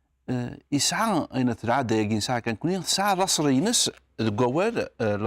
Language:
Kabyle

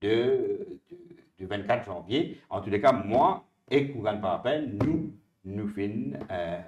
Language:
Morisyen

